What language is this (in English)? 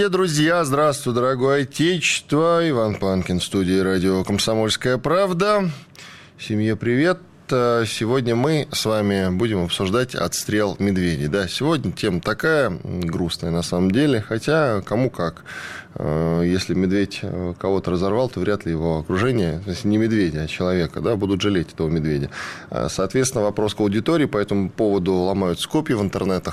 Russian